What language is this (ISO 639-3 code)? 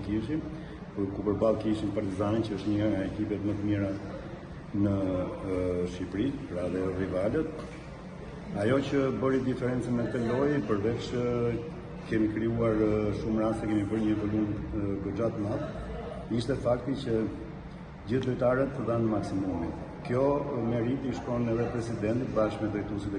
sqi